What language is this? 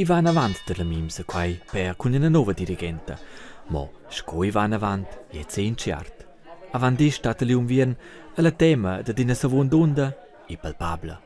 Romansh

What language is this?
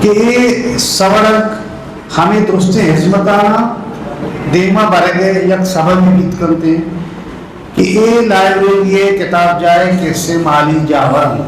Eastern Balochi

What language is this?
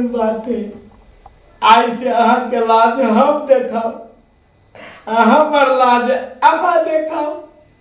Maithili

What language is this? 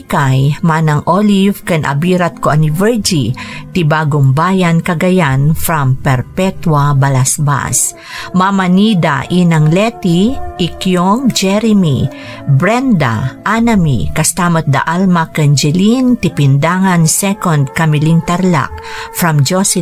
Iloko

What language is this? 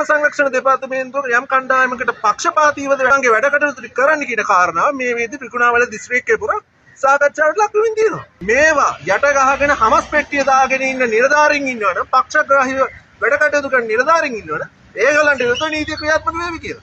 Sinhala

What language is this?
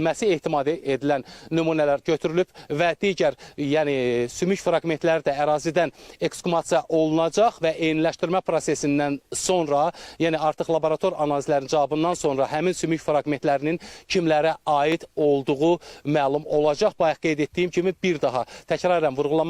Azerbaijani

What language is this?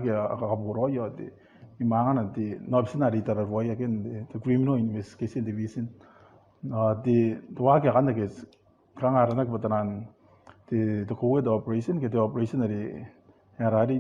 Gilbertese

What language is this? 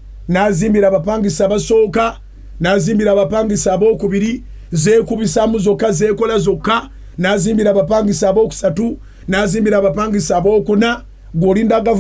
Ganda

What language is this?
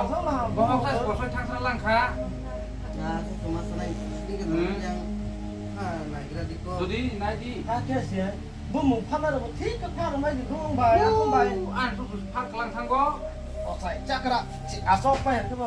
Kok Borok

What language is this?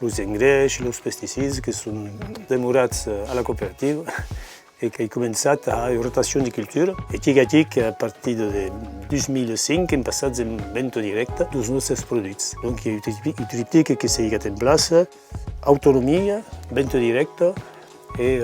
Occitan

